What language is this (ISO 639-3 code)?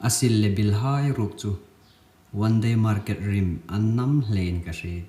hmr